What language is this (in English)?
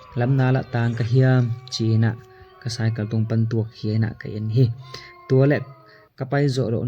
Tedim Chin